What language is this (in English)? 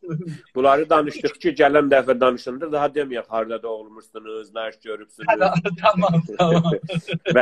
South Azerbaijani